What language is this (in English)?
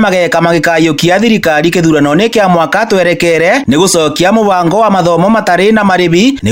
Kikuyu